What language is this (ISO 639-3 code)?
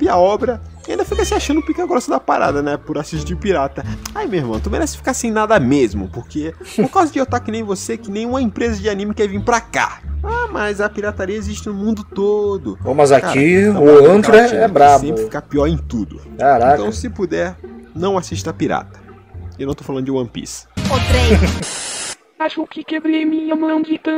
por